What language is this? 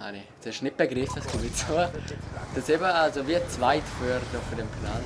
Swiss German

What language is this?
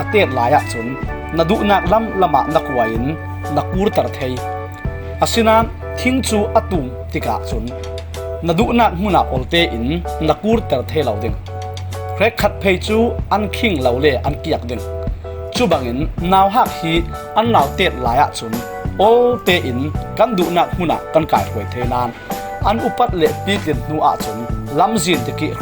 Falam Chin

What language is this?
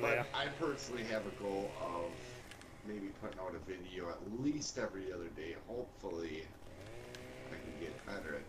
English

